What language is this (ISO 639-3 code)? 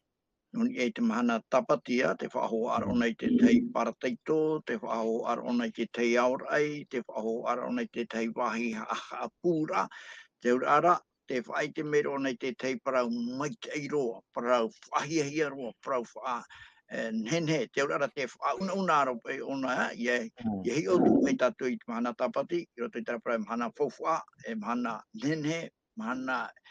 tah